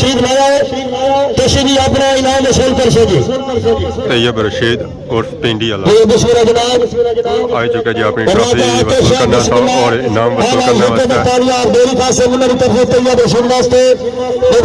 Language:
Pahari-Potwari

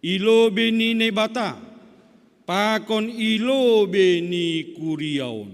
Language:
Batak Simalungun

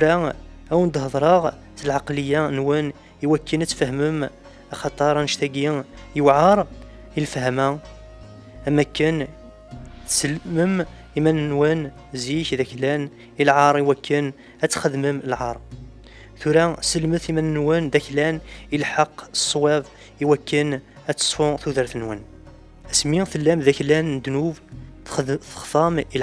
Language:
Kabyle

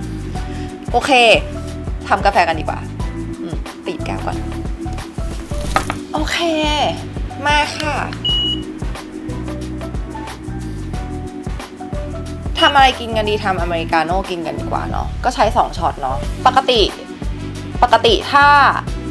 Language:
Thai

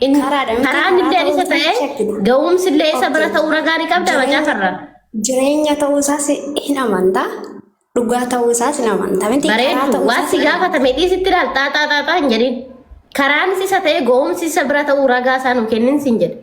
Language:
Oromo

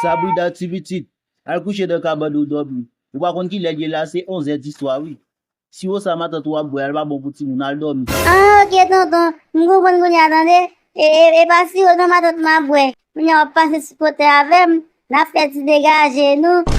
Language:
Haitian Creole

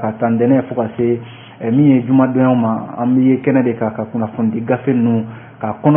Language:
Bambara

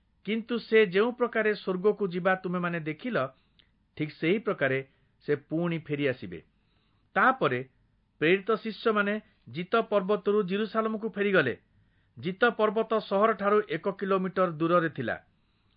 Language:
Odia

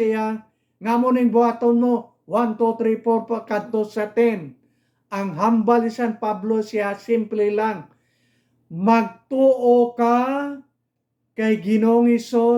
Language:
Hiligaynon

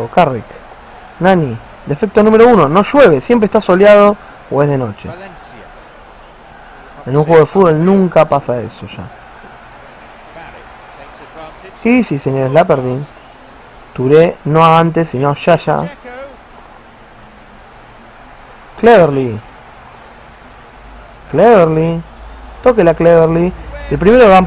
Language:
Spanish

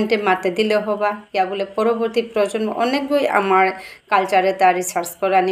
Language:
Bishnupriya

